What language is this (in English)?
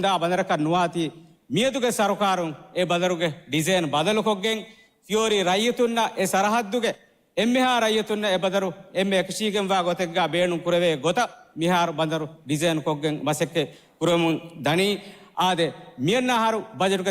Divehi